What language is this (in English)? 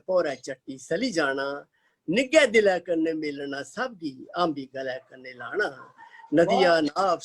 Dogri